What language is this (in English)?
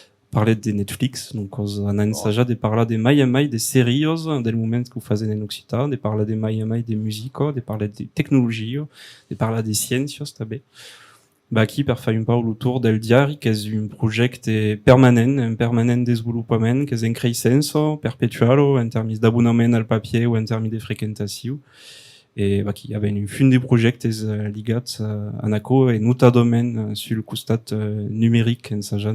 Occitan